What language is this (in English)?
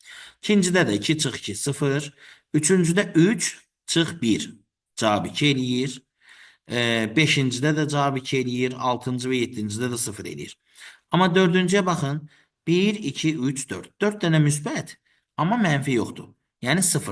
Azerbaijani